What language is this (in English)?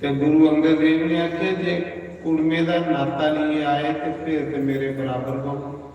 Dogri